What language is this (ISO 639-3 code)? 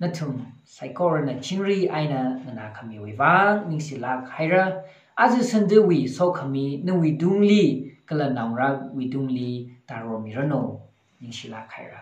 nmf